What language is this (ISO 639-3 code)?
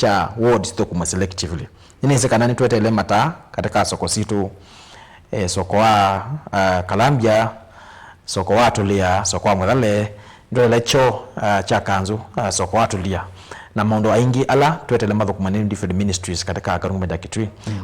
kam